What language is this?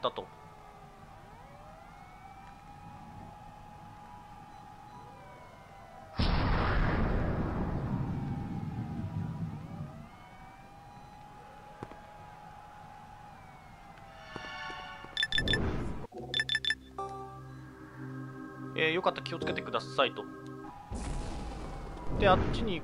Japanese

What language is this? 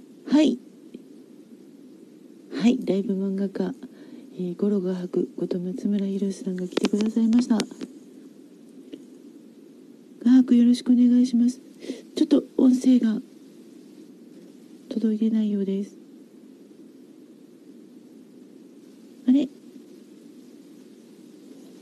Japanese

